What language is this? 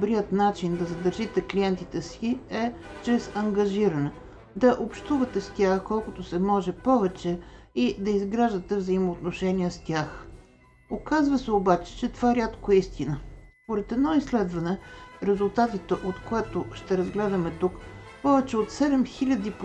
Bulgarian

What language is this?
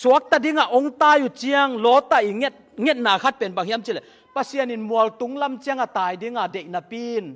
Tedim Chin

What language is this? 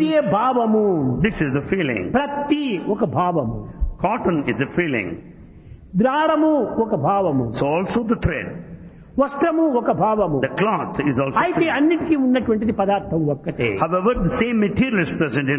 Telugu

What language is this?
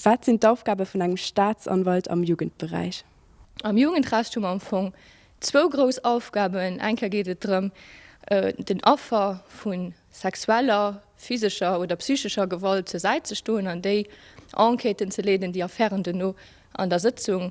Luxembourgish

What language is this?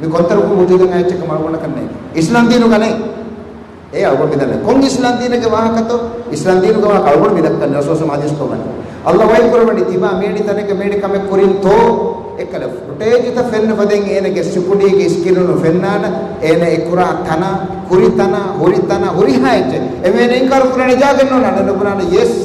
Divehi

